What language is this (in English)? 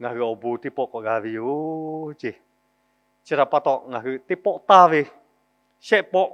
Lahu